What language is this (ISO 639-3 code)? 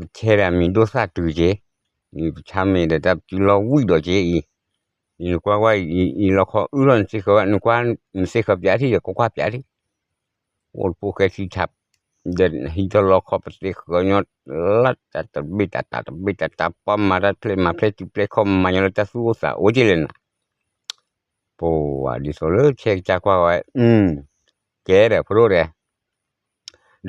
ksw